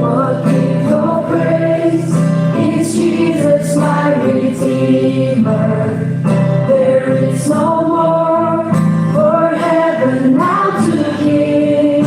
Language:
Tangkhul Naga (India)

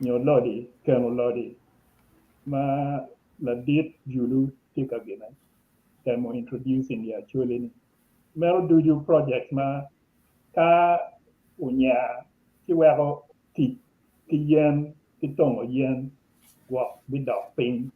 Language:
Acoli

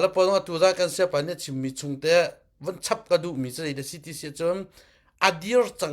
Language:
Hakha Chin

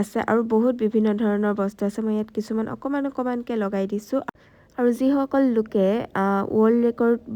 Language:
Assamese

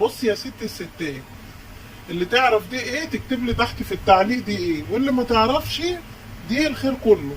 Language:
Egyptian Arabic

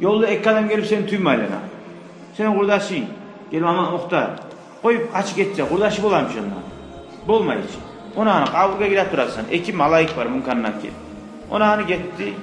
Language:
Kumyk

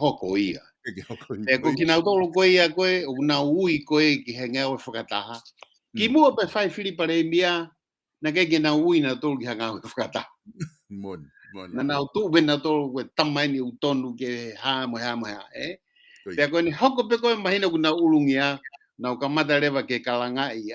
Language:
Tongan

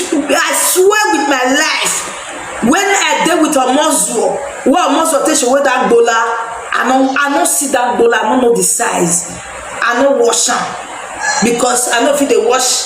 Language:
Nigerian Pidgin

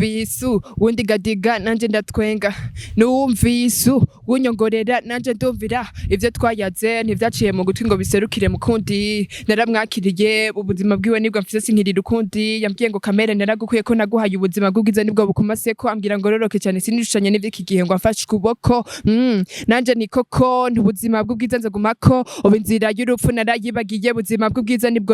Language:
Rundi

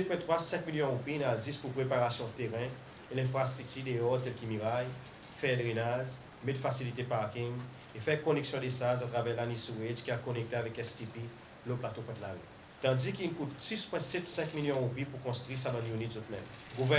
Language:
Seselwa Creole French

